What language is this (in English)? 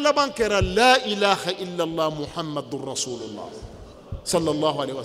Bambara